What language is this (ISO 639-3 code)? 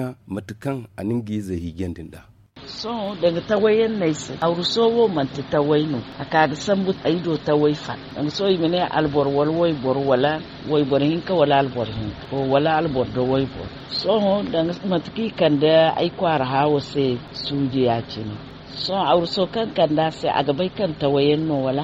dje